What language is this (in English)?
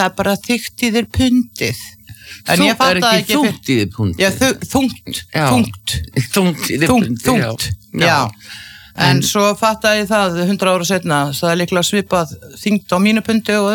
Icelandic